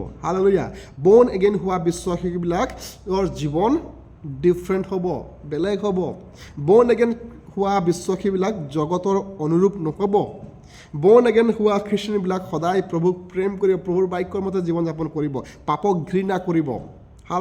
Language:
Assamese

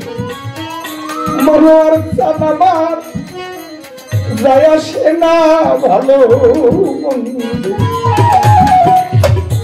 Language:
Bangla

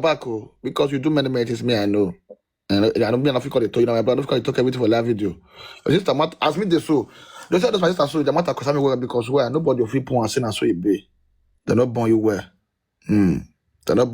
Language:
Nigerian Pidgin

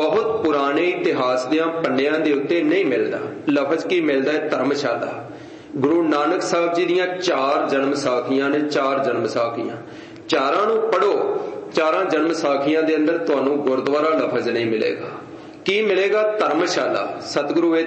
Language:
Punjabi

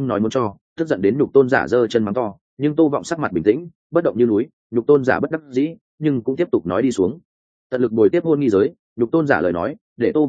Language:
Vietnamese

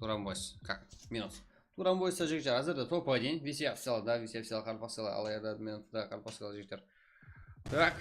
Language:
Kara-Kalpak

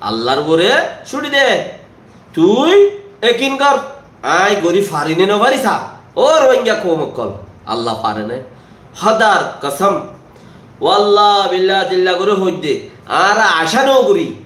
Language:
Rohingya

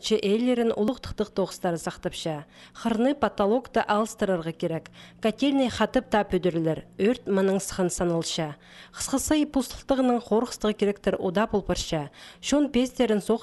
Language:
Khakas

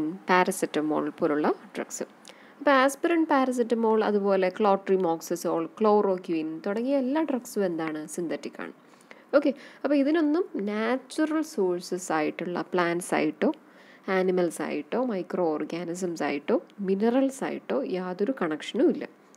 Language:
Malayalam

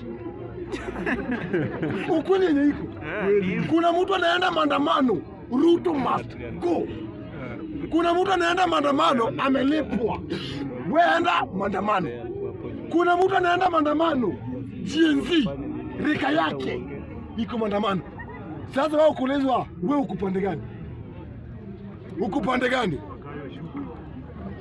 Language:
Swahili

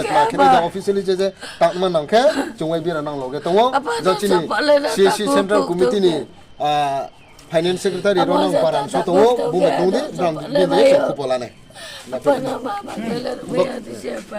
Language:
Riang (India)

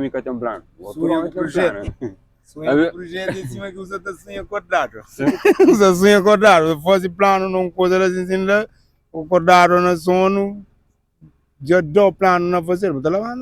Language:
Kabuverdianu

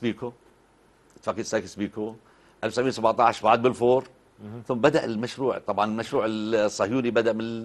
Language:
Arabic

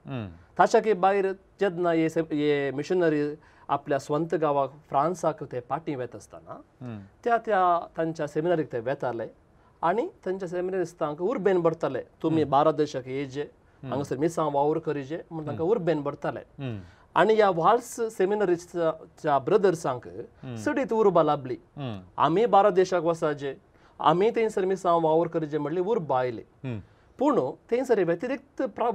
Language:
Konkani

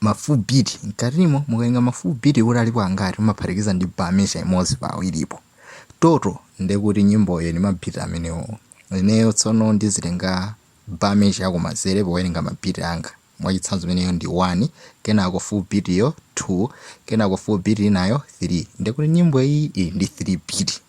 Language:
Nyanja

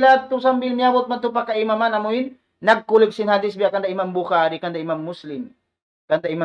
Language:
Tausug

